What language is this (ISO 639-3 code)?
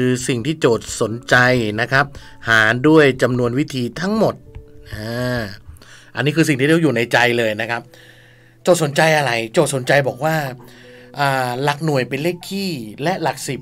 tha